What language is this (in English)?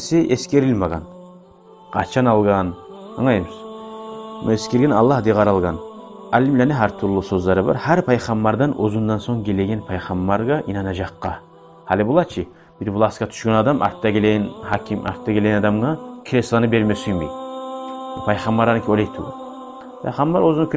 Kumyk